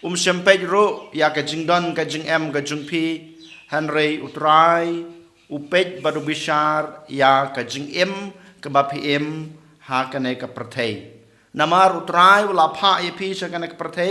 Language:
Khasi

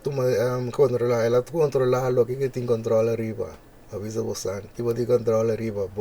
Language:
Papiamento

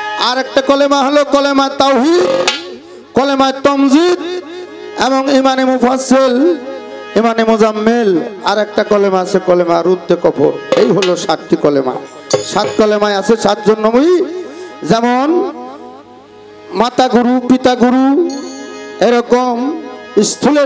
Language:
Bangla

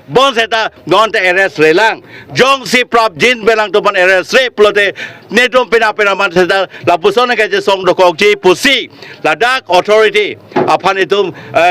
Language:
Karbi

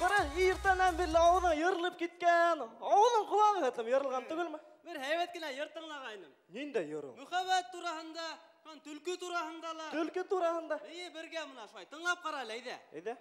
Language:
Bashkir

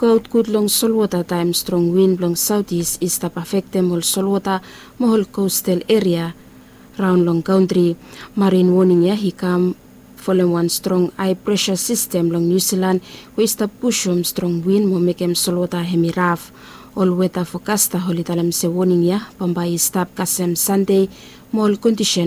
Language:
Bislama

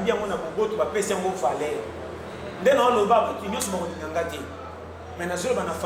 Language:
Lingala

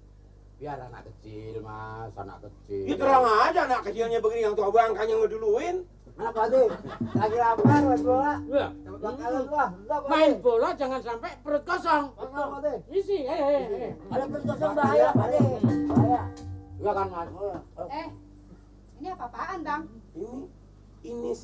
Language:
Betawi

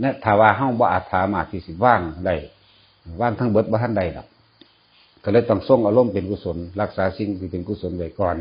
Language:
Northeastern Thai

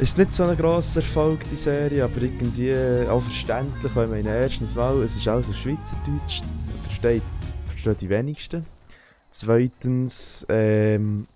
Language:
Swiss German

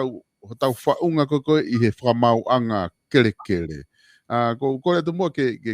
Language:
Tongan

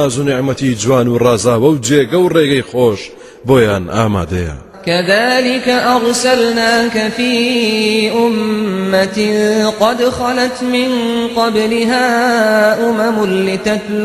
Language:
Central Kurdish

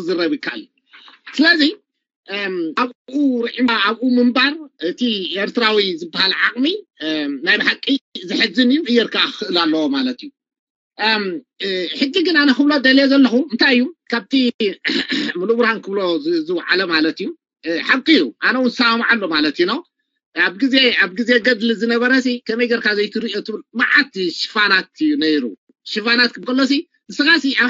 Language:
Tigrinya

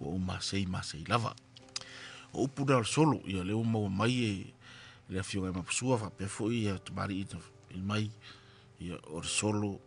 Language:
Samoan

